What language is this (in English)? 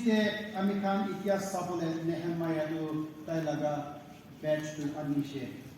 Naga Pidgin